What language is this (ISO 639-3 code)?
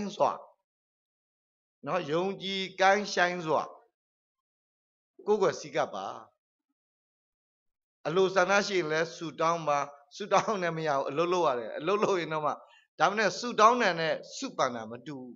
mya